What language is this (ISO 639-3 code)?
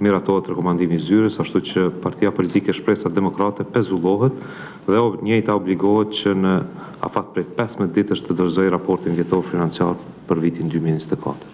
sqi